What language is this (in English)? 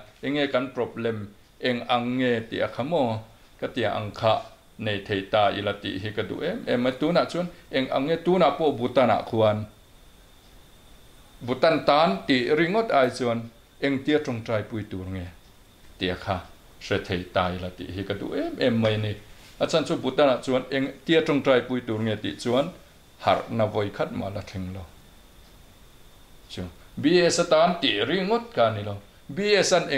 Mizo